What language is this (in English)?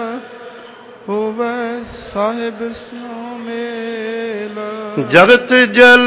Punjabi